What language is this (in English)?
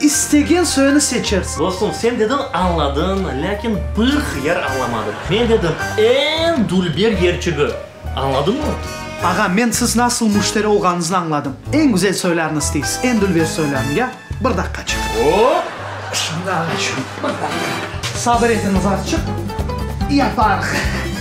Crimean Tatar